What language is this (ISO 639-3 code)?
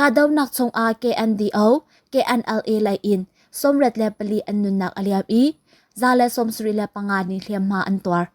cnh